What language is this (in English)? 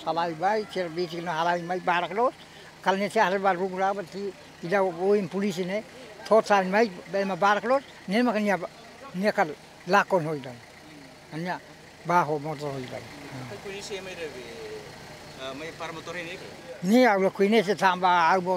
Tetum